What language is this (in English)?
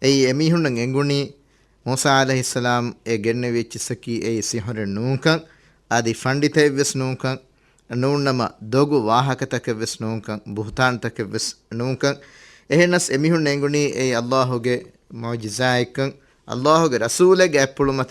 Divehi